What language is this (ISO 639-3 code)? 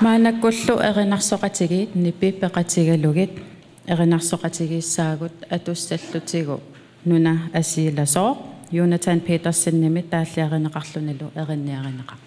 kal